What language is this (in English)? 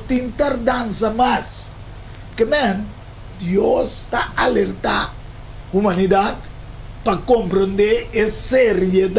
Papiamento